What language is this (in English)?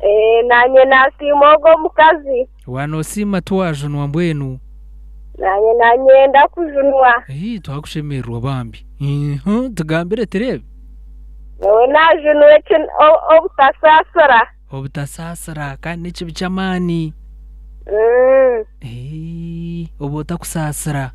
Nyankole